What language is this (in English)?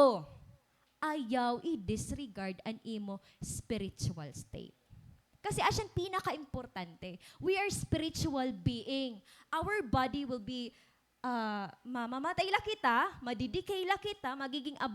Waray